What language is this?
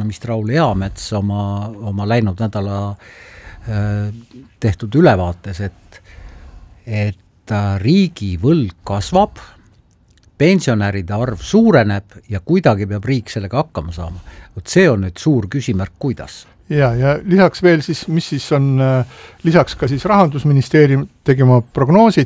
Estonian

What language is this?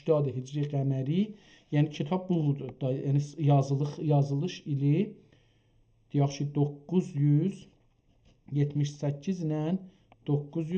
South Azerbaijani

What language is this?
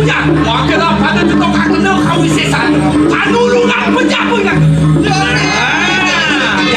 Balinese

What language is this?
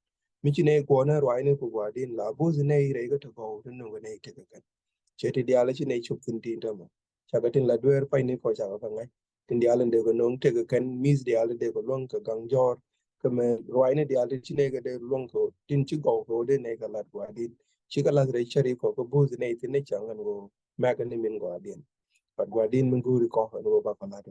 Nuer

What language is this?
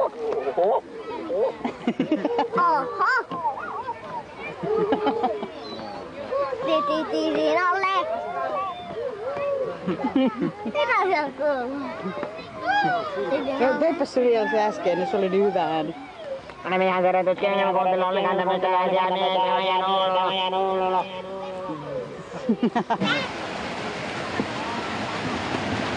Finnish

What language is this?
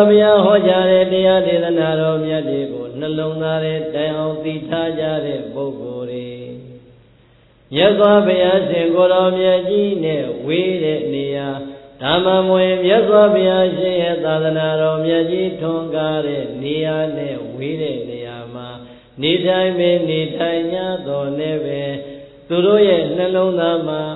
Burmese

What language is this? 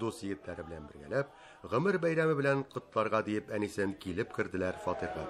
Tatar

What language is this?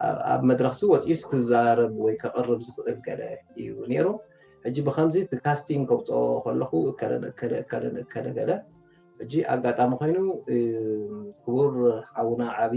Tigrinya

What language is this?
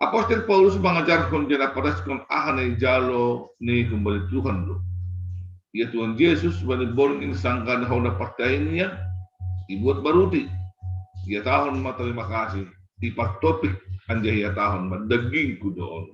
Batak Simalungun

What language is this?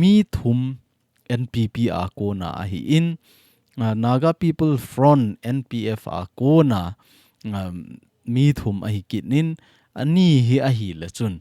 Thado Chin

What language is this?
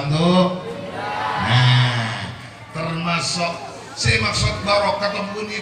Madurese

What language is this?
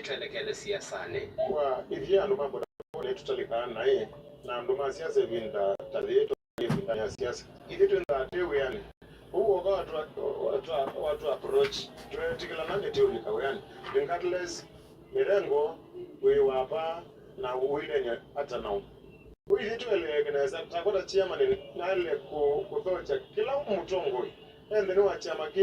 Kamba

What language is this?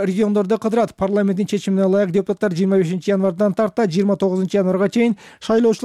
Kyrgyz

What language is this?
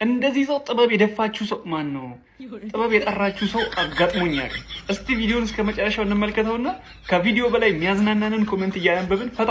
Amharic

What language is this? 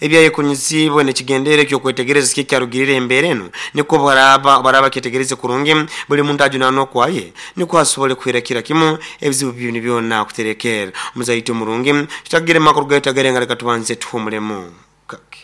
Nyoro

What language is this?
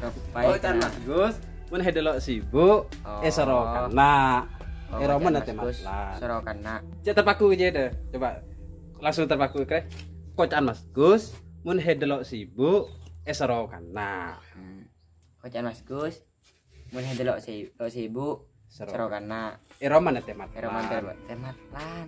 Madurese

